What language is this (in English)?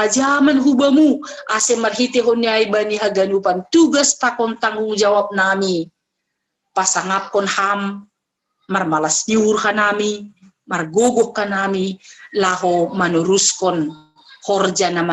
Batak Simalungun